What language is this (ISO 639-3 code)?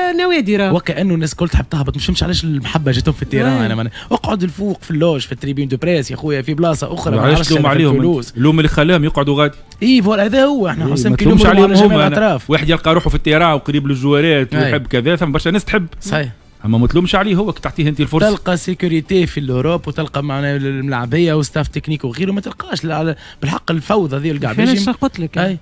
aeb